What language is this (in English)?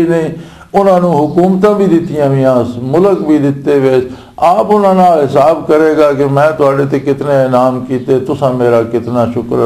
Western Panjabi